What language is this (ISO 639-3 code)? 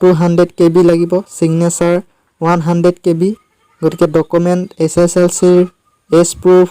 asm